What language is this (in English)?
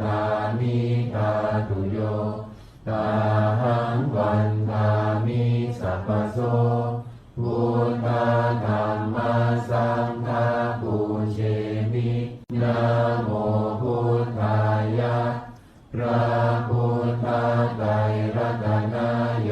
Pali